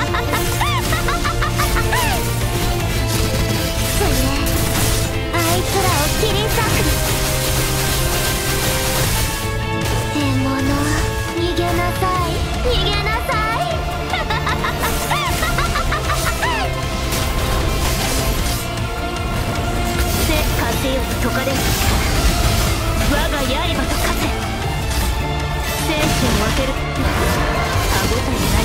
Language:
Japanese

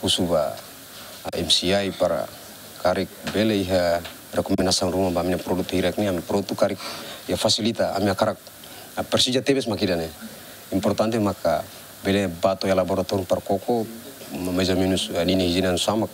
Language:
Tetum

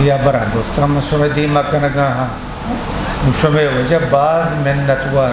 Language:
Eastern Balochi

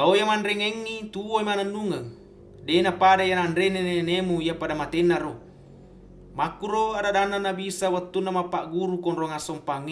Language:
Buginese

